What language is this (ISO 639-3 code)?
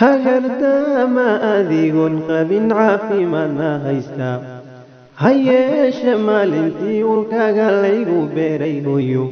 som